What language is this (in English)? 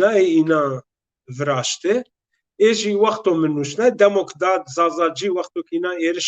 Zaza